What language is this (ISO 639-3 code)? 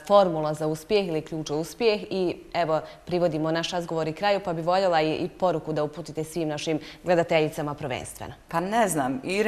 bos